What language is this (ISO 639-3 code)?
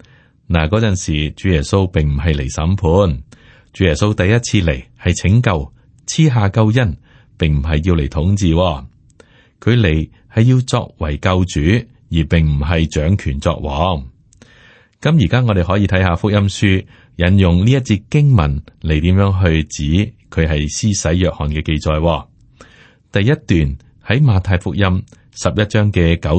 yue